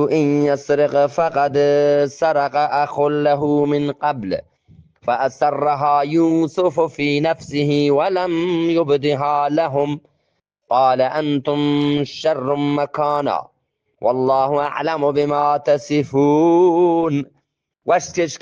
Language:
Eastern Balochi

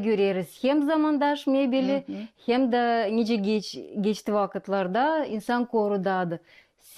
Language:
Gagauz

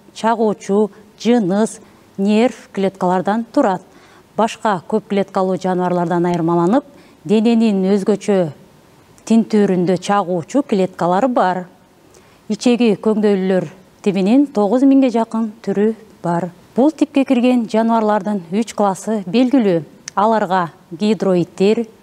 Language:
Kyrgyz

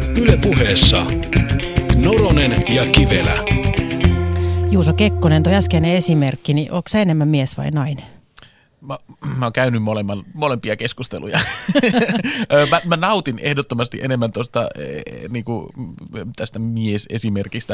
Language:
Finnish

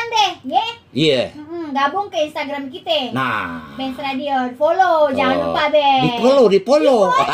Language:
Betawi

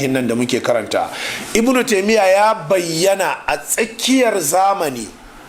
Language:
Hausa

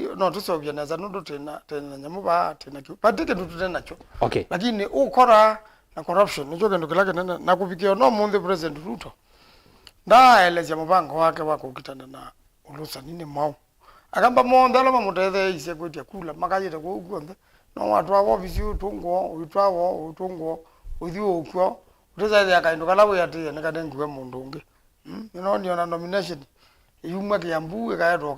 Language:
Kamba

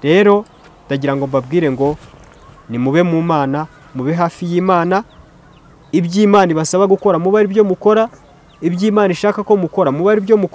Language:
Kinyarwanda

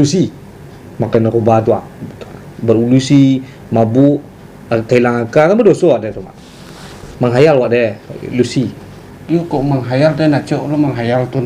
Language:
Minangkabau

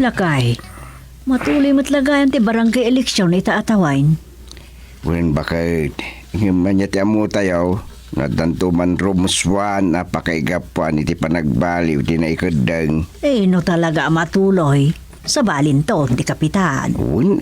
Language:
Iloko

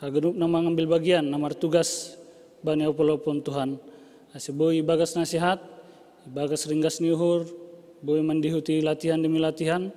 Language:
Batak Simalungun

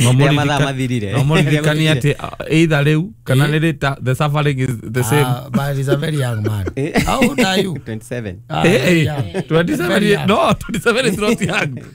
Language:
Kikuyu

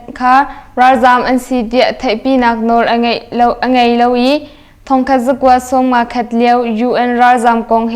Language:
Hakha Chin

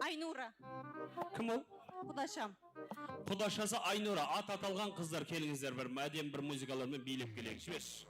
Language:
Kara-Kalpak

